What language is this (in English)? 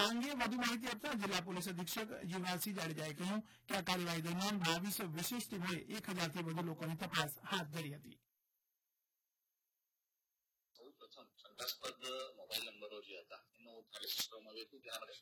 Gujarati